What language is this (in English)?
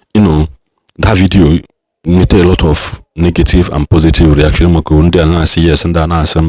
Igbo